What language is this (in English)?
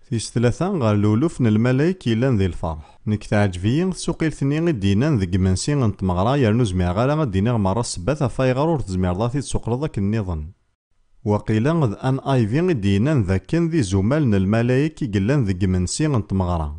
Kabyle